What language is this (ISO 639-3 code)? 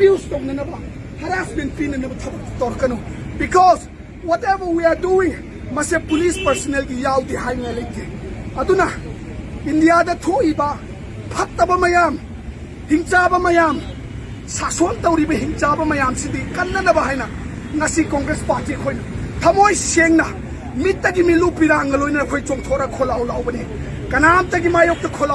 mni